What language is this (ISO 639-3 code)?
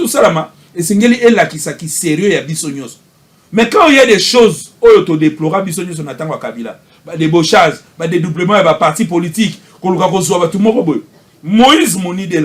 lin